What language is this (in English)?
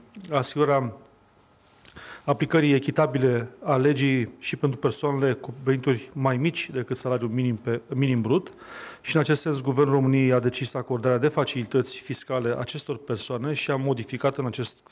Romanian